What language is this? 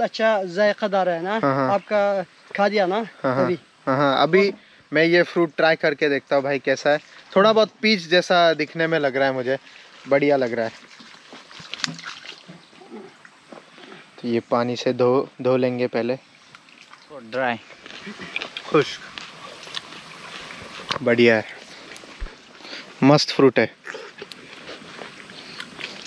Hindi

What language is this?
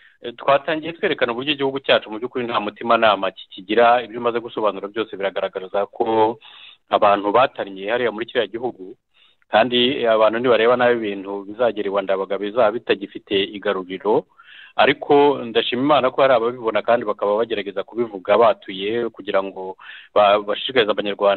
Kinyarwanda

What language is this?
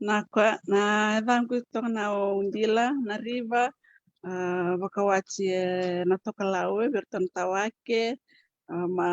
Fijian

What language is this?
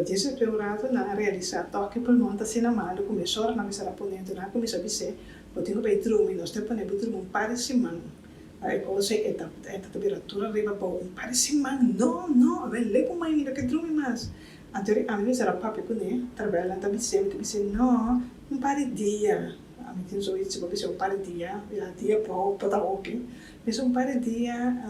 Papiamento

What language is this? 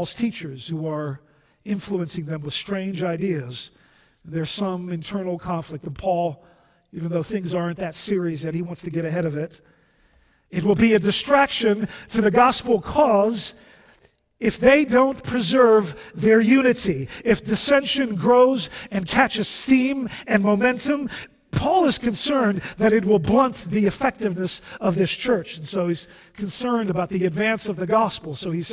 English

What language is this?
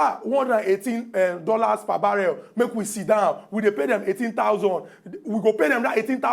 Nigerian Pidgin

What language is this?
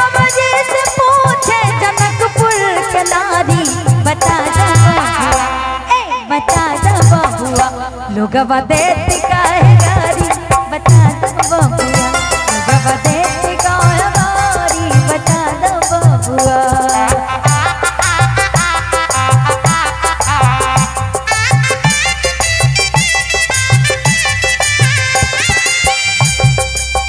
Bhojpuri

